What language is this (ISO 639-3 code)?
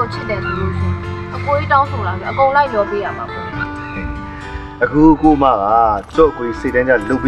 mya